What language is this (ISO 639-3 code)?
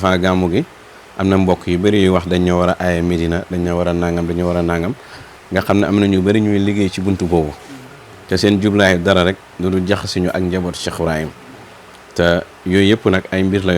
wol